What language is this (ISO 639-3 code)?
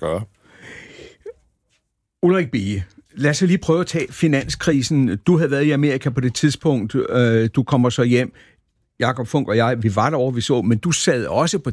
dan